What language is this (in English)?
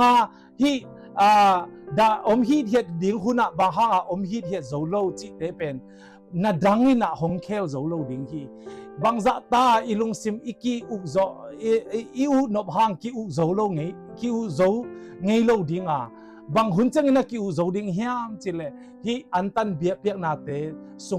Tedim Chin